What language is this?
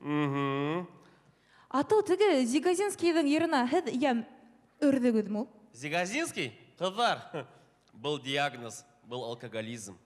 Bashkir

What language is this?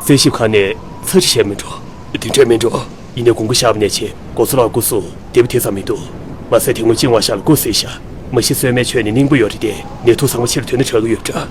Tibetan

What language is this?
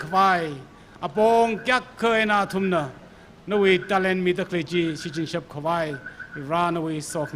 Tangkhul Naga (India)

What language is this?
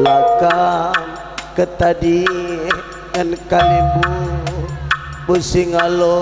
Batak Karo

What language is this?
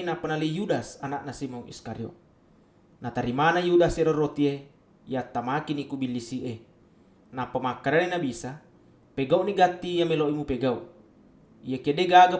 Buginese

